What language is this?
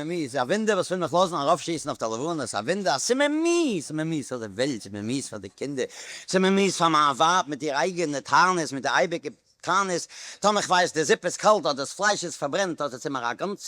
Yiddish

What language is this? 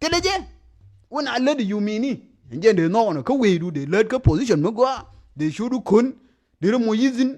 Nuer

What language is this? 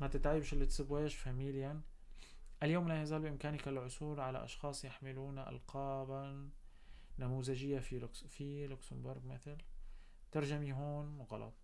North Levantine Arabic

